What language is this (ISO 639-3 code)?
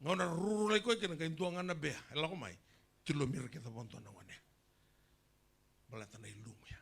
fij